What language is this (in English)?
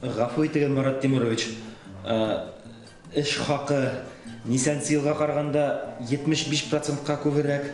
Bashkir